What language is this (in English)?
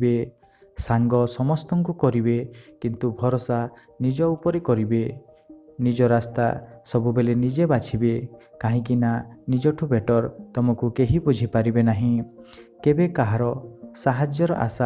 Odia